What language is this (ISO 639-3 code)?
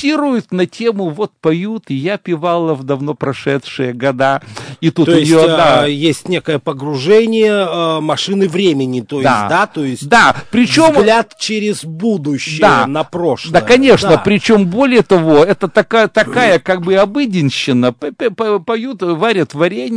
rus